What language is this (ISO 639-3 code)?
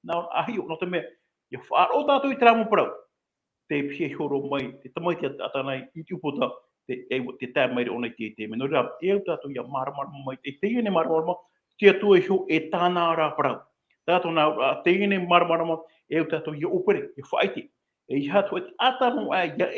tah